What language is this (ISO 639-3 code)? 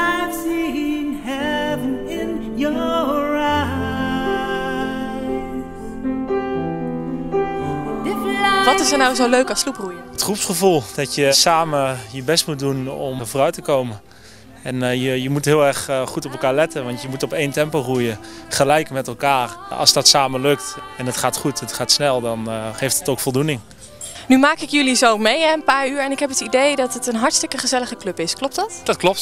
nld